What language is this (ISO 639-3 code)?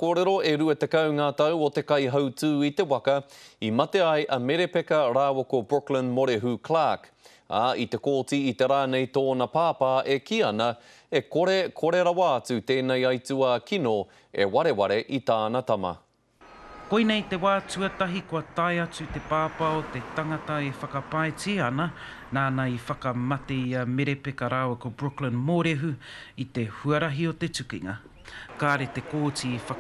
mri